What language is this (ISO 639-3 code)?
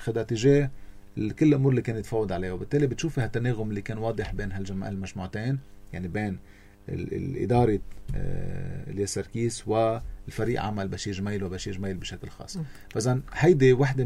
apc